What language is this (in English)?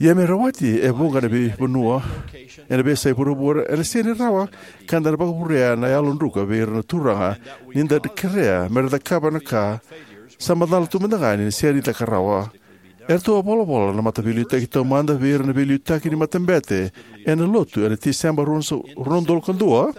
Fijian